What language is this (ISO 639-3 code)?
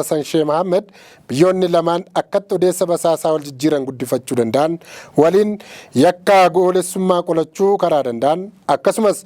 orm